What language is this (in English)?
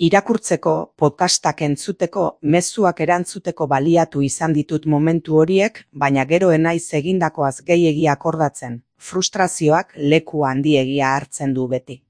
Basque